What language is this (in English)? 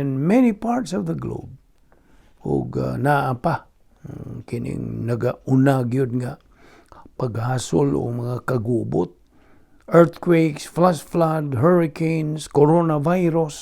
Cebuano